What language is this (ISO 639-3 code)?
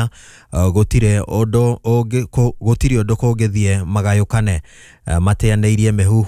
kik